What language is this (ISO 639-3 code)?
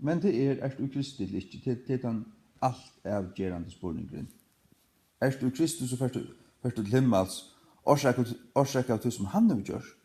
fao